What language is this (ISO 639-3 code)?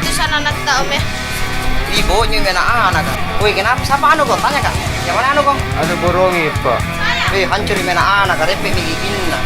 mfp